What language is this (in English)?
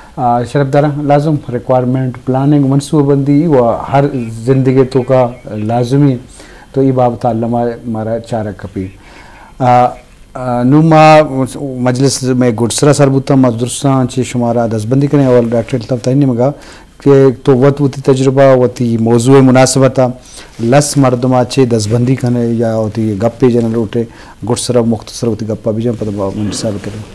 Baluchi